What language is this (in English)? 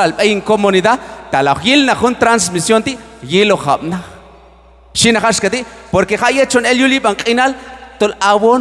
Q'anjob'al